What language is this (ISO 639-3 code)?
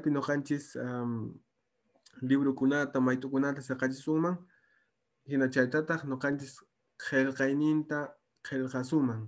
que